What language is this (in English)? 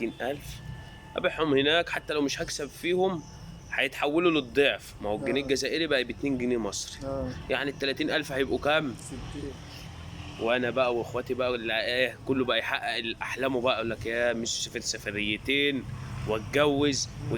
Egyptian Arabic